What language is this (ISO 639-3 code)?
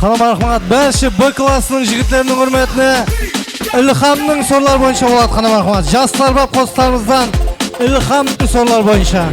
kaa